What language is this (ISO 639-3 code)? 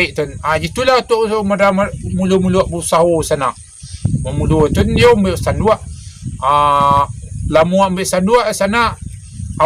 min